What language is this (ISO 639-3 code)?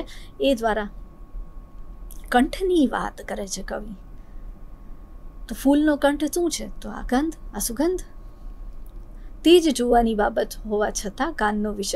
guj